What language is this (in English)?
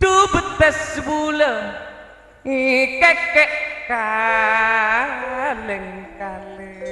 Madurese